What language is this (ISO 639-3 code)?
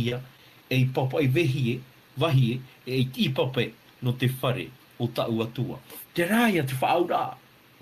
tah